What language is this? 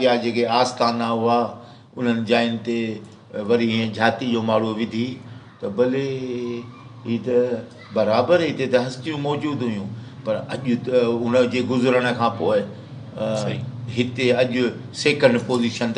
Sindhi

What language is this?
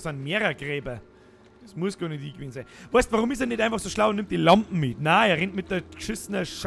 Bavarian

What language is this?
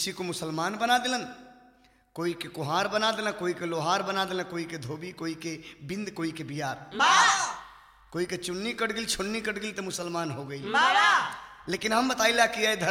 Bhojpuri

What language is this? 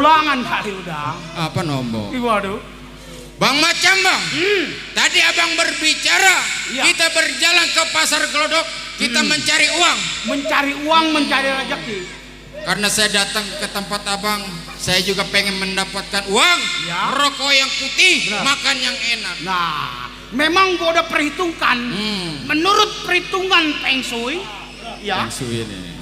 Betawi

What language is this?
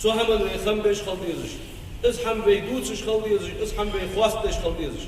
Ingush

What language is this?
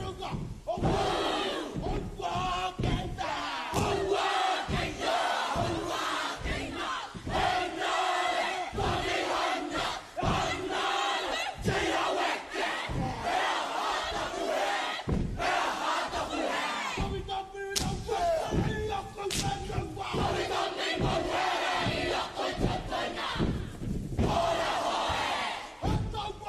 Māori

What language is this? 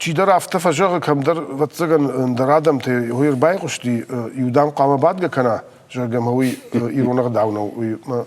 Ossetic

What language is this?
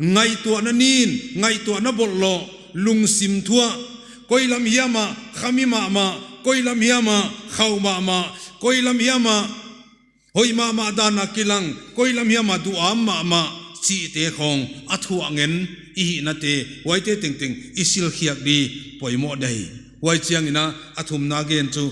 Paite Chin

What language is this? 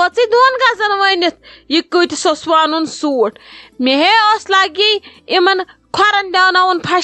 Kashmiri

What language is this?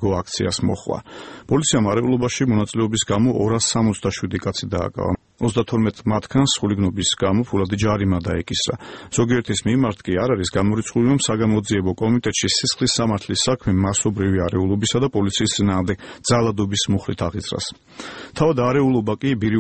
Georgian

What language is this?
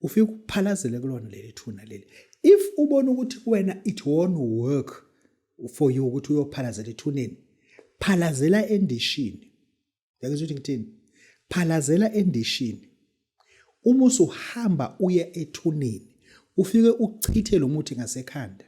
Zulu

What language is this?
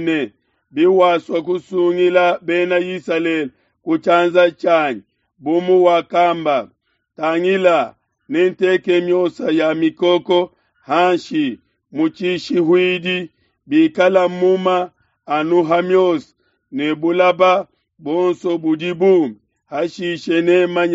Luba-Lulua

